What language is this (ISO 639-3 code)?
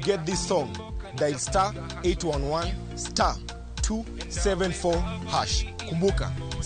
luo